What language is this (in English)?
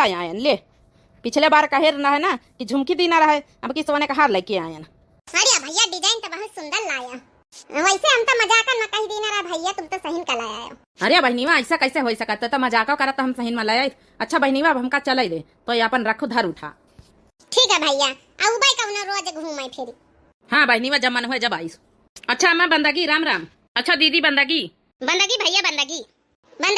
Awadhi